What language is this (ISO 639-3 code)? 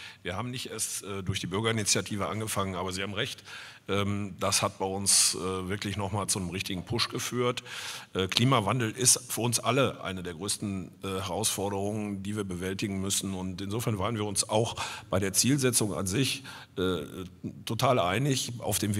deu